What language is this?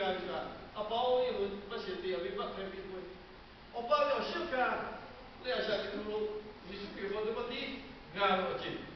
Lahu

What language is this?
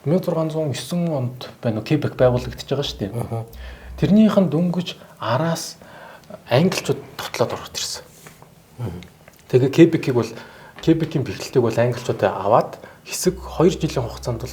Mongolian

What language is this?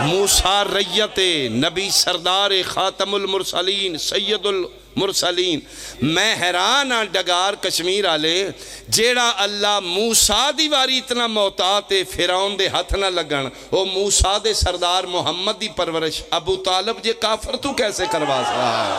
Pahari-Potwari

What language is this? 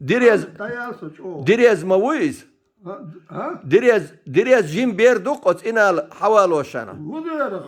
Chechen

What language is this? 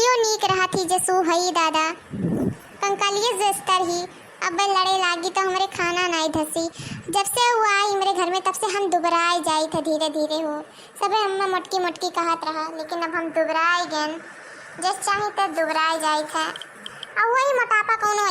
Awadhi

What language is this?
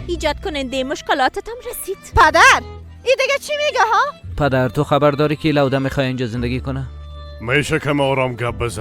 Persian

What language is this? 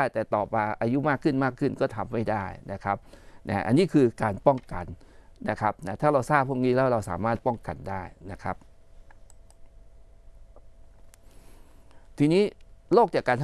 Thai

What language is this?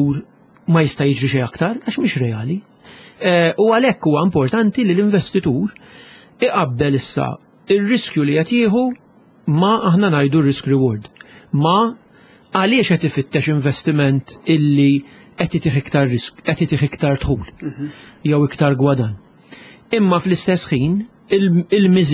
Maltese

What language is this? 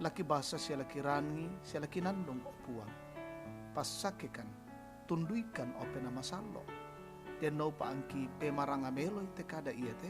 Toraja-Sa'dan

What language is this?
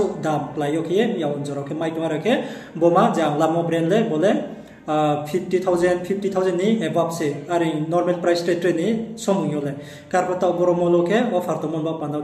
Riang (India)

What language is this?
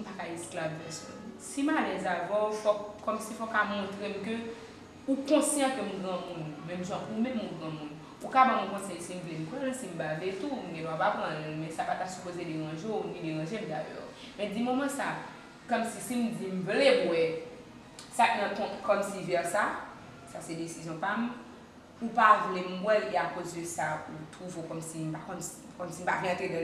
Haitian Creole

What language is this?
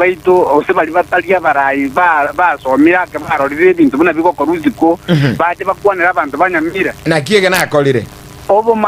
Gusii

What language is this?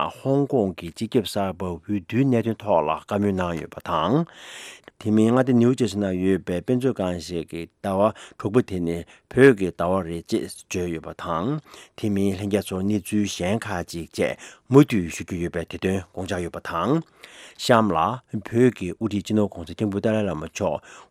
Tibetan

